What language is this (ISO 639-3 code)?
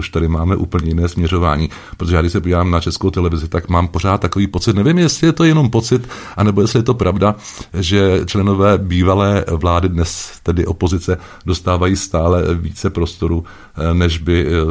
ces